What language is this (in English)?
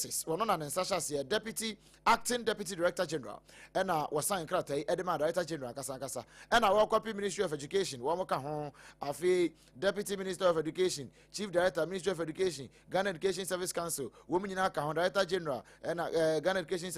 Akan